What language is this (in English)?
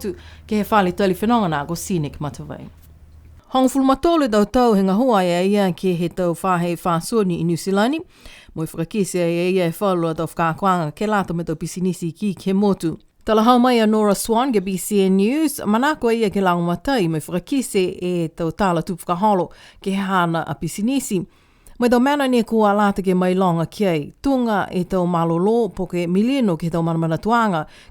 Niuean